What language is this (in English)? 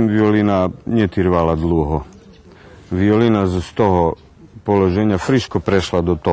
Rusyn